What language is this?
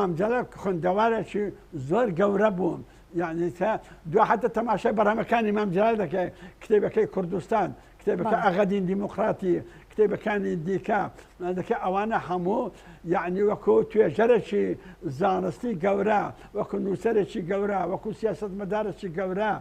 Central Kurdish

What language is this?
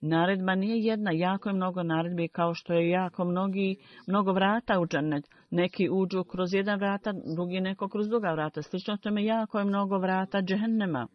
Bosnian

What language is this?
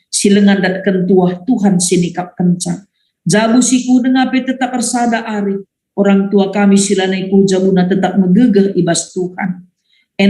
Batak Karo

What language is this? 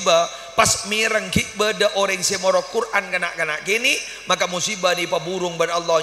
Madurese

